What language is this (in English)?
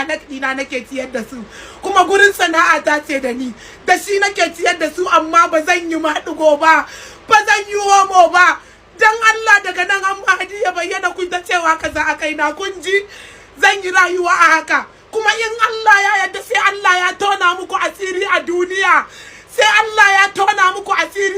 Hausa